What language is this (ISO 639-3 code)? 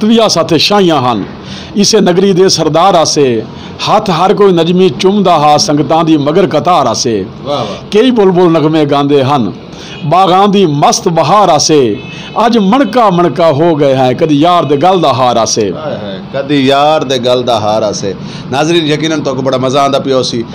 skr